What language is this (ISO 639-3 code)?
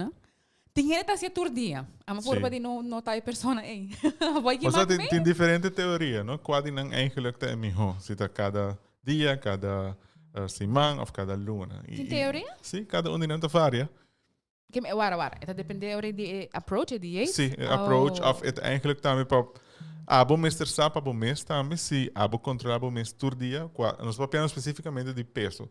pap